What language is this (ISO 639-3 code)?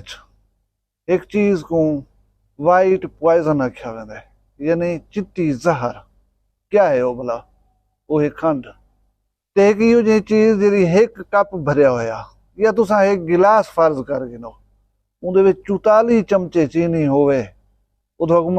skr